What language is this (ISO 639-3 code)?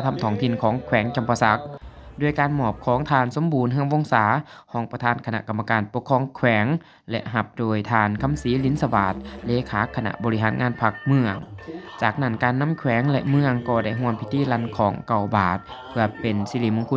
lao